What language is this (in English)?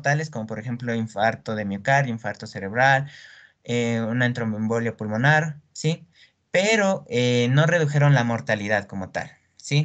Spanish